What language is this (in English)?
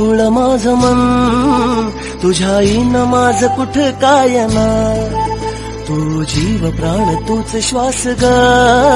Marathi